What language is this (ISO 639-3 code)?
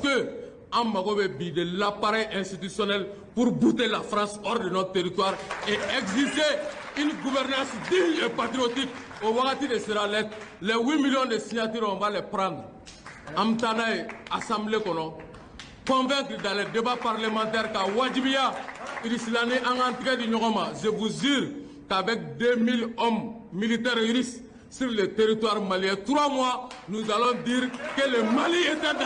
bam